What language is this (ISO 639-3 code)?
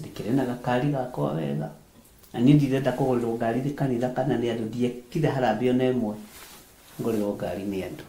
kik